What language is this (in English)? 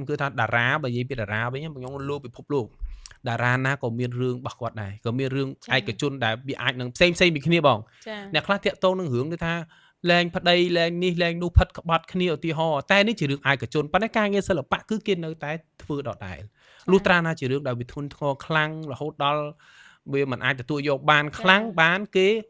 Khmer